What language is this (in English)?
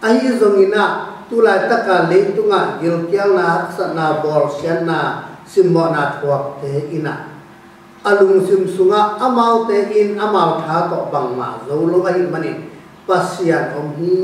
Tedim Chin